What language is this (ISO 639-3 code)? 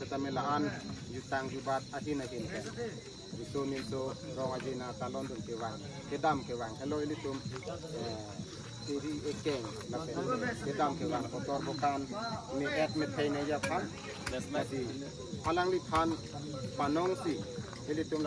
mjw